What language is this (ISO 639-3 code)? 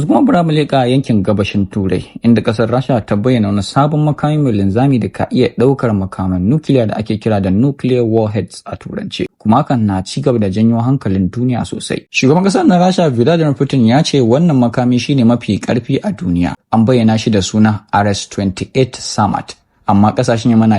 hau